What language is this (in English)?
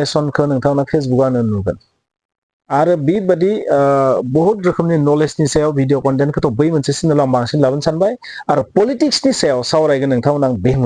Bodo